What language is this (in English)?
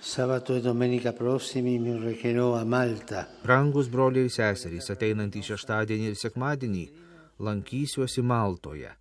Lithuanian